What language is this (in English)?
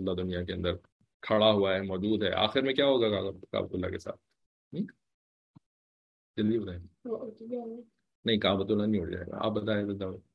Urdu